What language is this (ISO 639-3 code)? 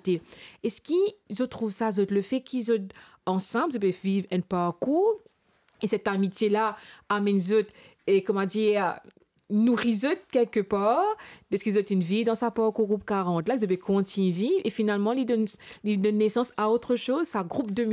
mfe